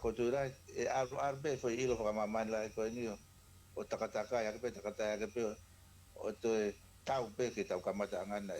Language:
Tongan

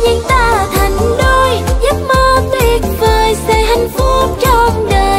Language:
Vietnamese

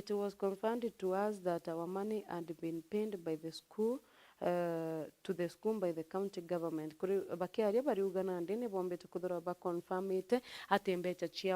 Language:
Meru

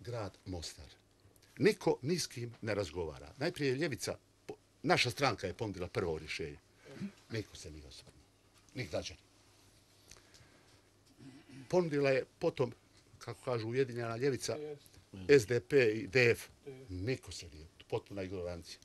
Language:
Bosnian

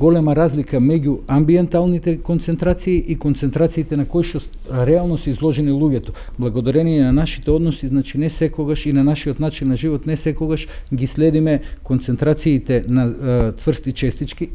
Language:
Macedonian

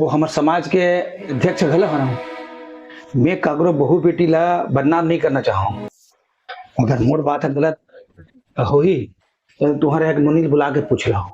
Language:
Chhattisgarhi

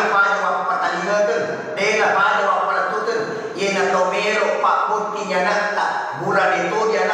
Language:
Buginese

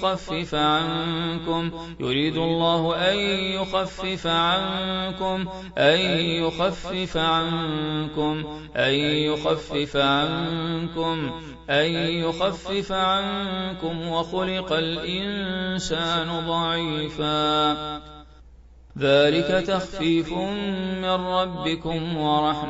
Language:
Arabic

